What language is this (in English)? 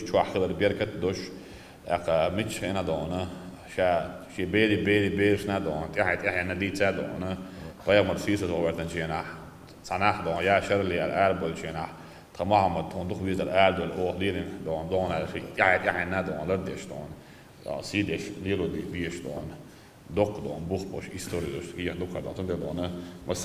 Chechen